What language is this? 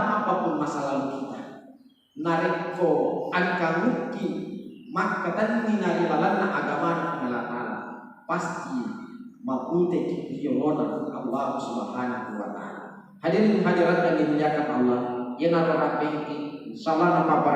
Buginese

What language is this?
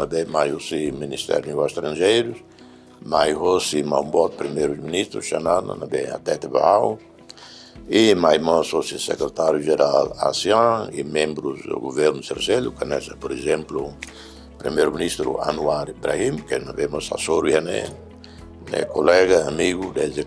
Tetum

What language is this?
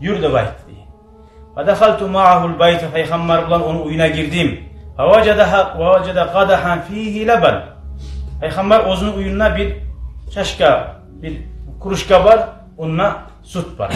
Kumyk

